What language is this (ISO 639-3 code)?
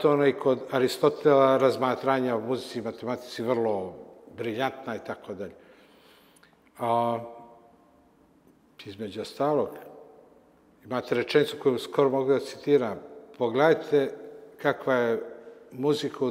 srp